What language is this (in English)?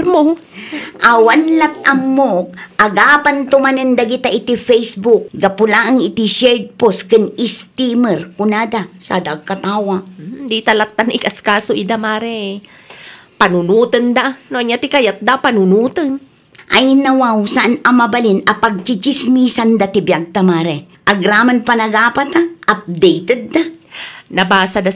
Iloko